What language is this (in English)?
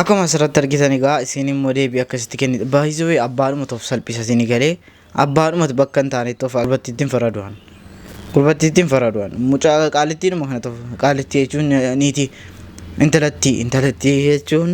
Oromo